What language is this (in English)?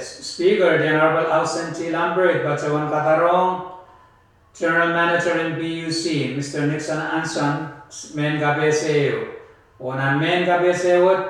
Pohnpeian